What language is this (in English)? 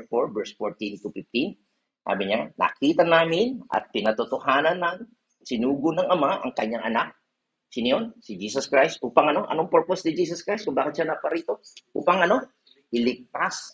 Filipino